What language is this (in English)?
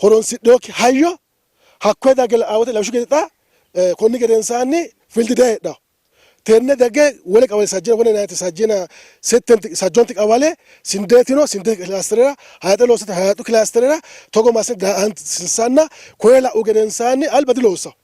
Sidamo